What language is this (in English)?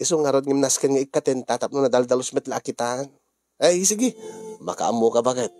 Iloko